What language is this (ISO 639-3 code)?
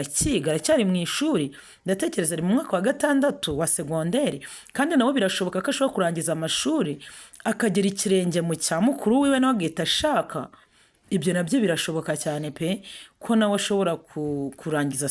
kin